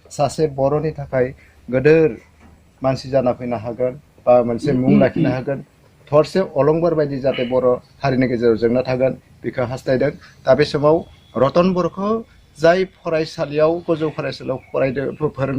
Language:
Bodo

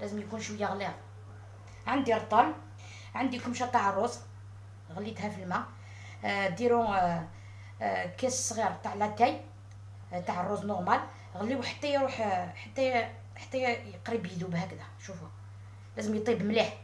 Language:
Algerian Arabic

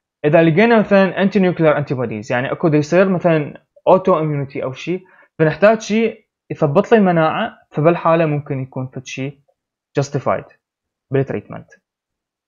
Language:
Mesopotamian Arabic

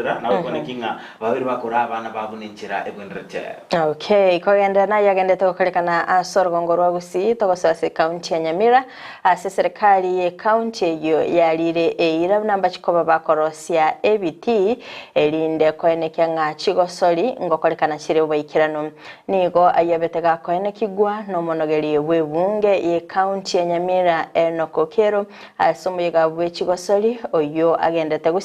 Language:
Gusii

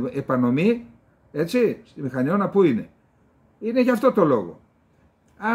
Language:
Greek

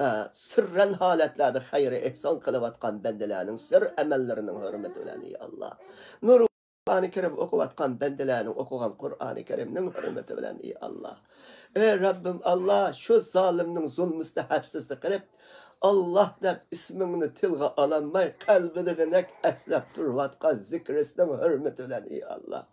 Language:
Uyghur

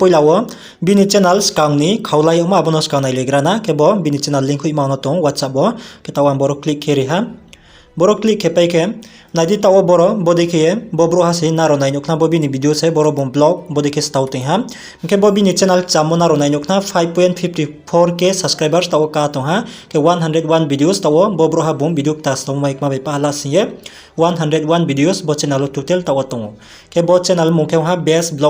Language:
Riang (India)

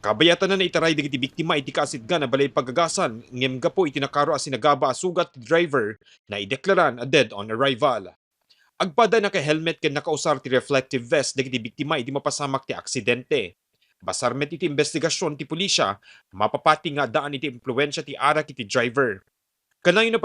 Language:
Iloko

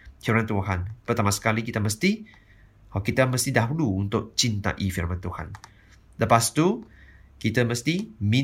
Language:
Malay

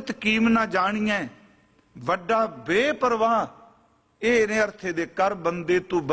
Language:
Punjabi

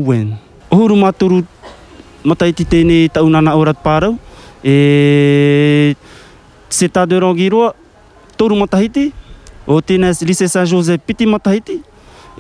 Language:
Tahitian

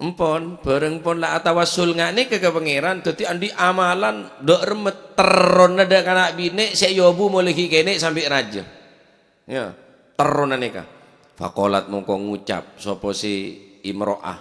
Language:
Madurese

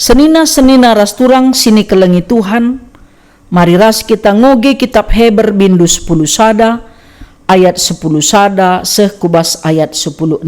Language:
Batak Karo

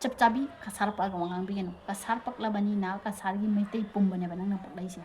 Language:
Manipuri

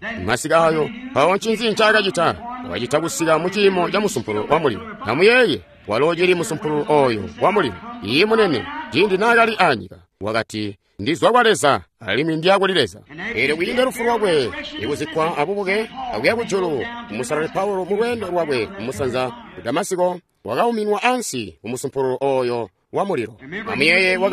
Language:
Tonga (Zambia)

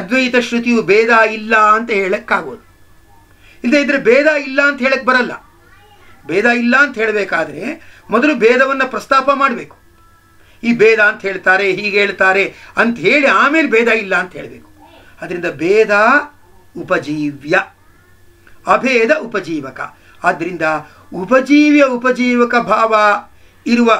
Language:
Kannada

